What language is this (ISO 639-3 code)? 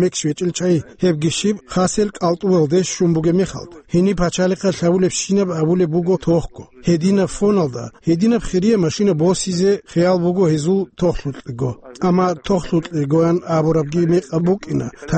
ava